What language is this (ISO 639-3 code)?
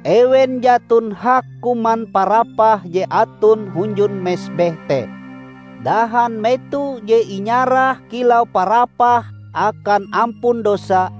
nij